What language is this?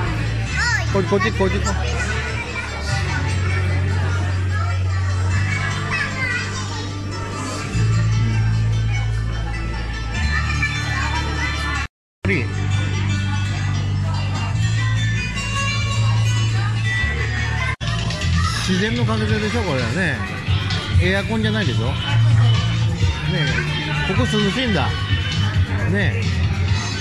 Japanese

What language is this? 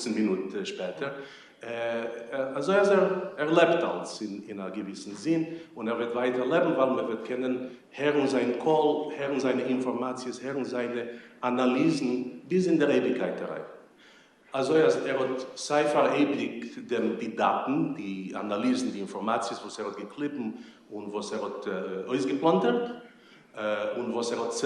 Yiddish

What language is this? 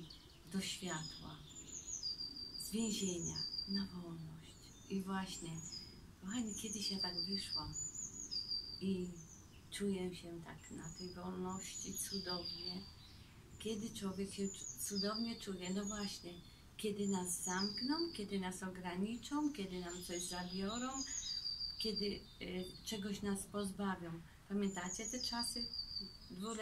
Polish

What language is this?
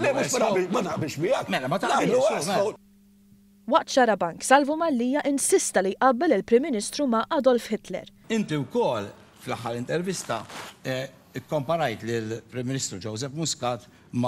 Maltese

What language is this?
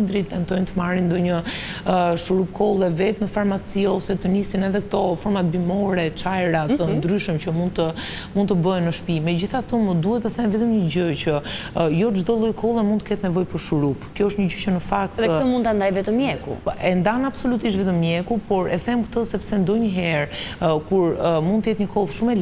Albanian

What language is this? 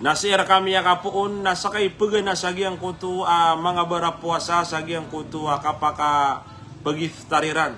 Maranao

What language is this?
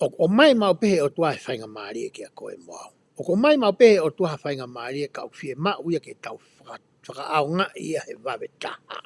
Tongan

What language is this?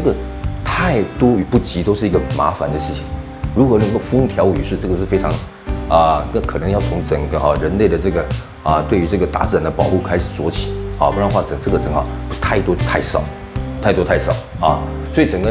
Chinese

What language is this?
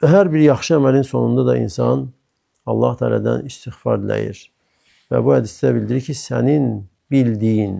Azerbaijani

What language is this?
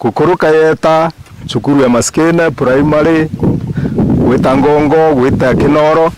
Meru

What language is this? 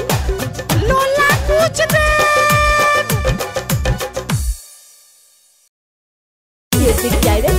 Bhojpuri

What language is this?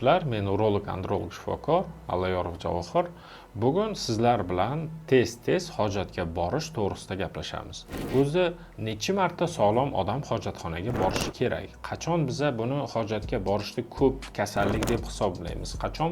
Uzbek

